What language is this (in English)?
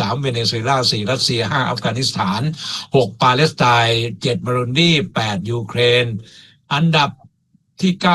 Thai